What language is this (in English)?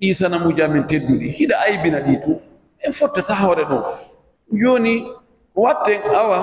Pular